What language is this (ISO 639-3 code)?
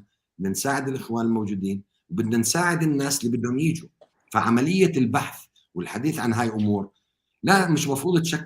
apc